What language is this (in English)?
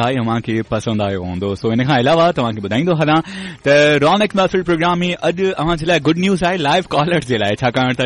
Sindhi